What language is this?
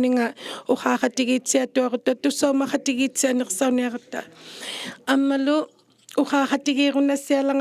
Inuktitut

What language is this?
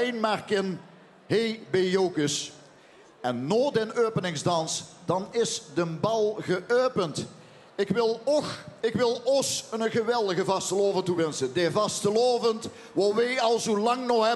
Limburgish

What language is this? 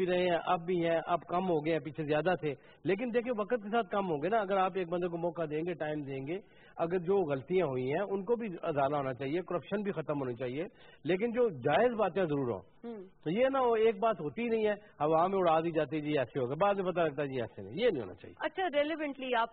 Urdu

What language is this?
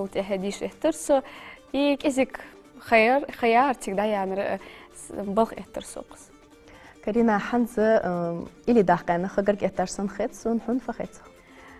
Ingush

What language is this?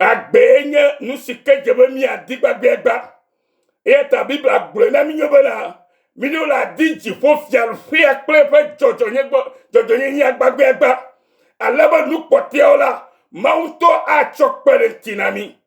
Ewe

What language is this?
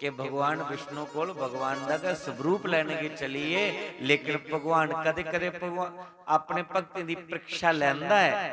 Dogri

